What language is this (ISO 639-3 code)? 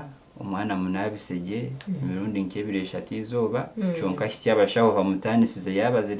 nyn